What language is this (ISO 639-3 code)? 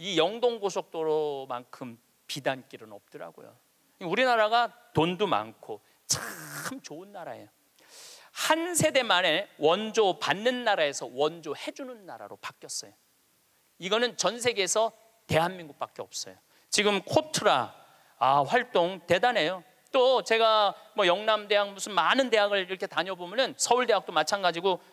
kor